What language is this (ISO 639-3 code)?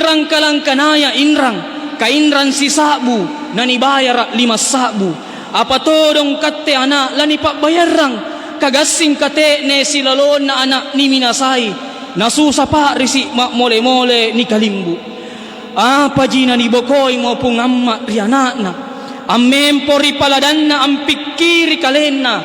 mak